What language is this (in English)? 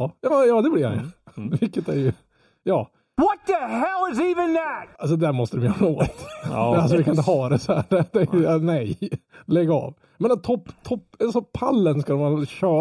Swedish